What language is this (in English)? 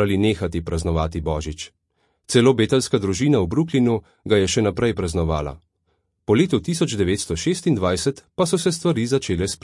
Slovenian